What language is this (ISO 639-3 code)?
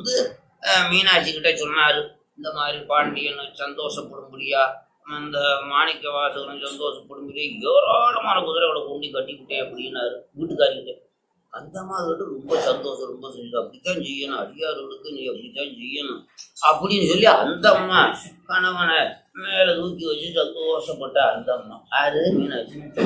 tam